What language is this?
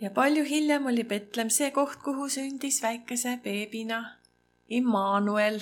Estonian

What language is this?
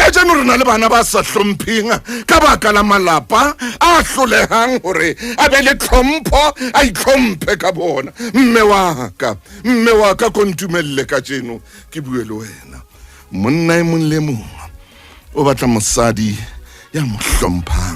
Southern Sotho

